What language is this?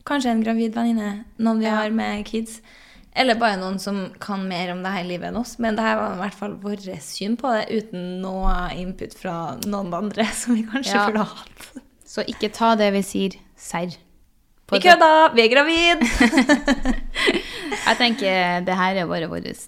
Norwegian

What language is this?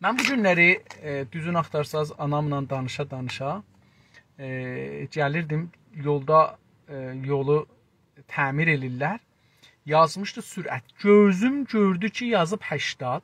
South Azerbaijani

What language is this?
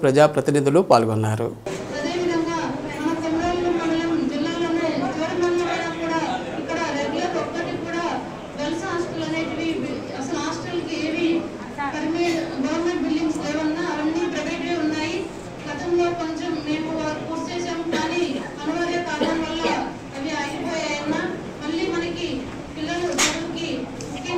Telugu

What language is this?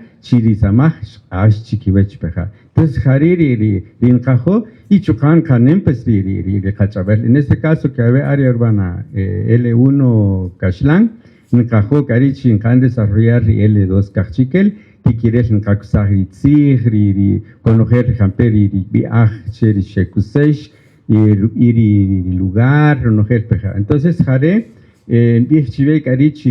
Kaqchikel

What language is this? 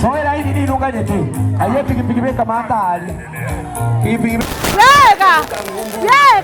Gusii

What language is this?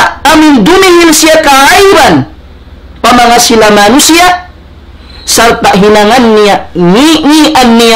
Tausug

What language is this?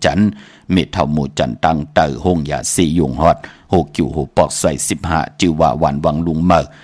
Shan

